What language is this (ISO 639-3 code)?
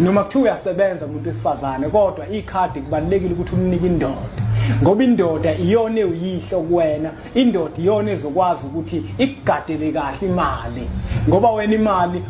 zul